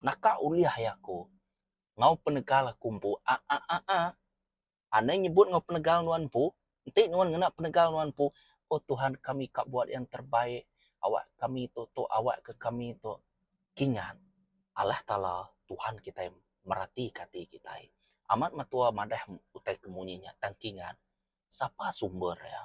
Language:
Iban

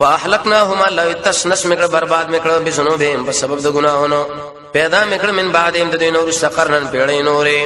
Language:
Pashto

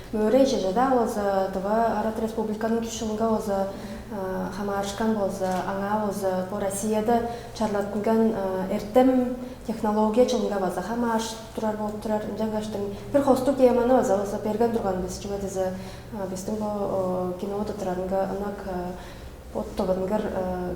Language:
Tuvinian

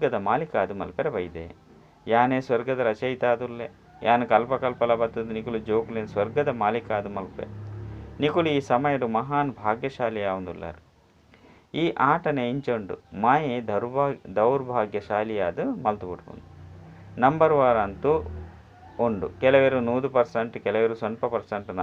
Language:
Tulu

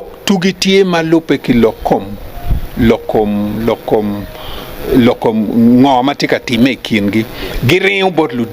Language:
Acoli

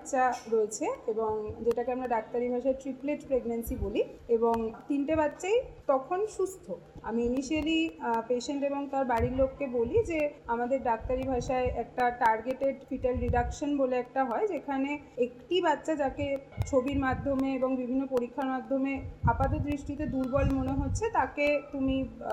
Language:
Bangla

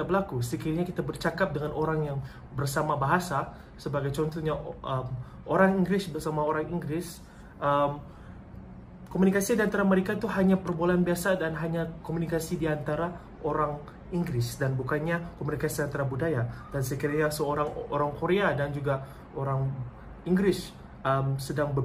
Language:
Malay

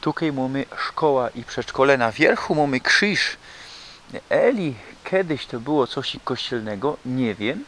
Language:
Silesian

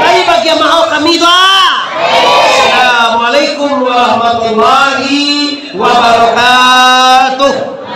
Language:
Minangkabau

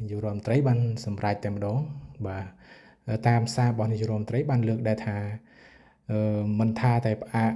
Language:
Khmer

